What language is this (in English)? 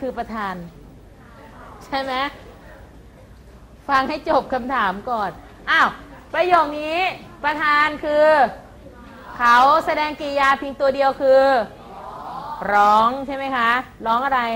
Thai